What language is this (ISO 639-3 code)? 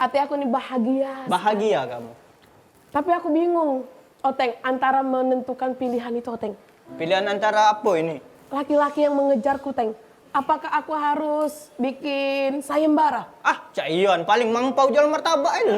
mui